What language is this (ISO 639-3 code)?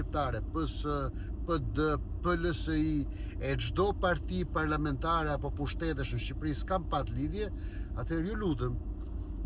sqi